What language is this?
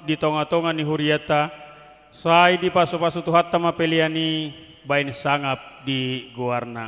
Batak Toba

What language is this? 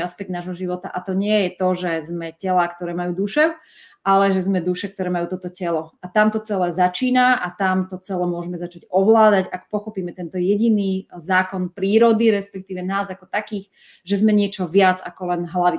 Slovak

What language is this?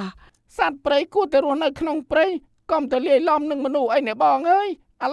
Khmer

